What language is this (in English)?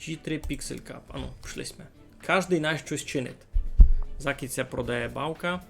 Rusyn